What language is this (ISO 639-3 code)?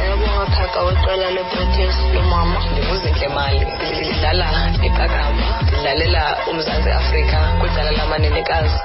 xho